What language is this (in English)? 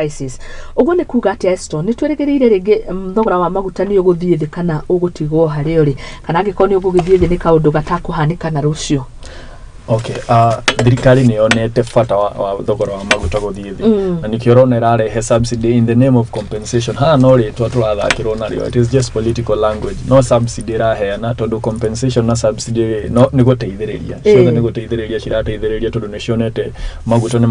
Kikuyu